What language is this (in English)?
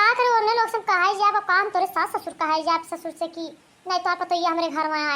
Bhojpuri